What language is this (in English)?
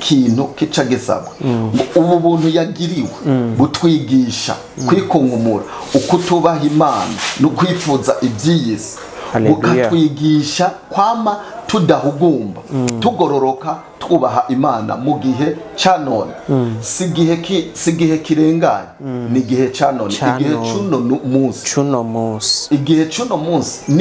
Rundi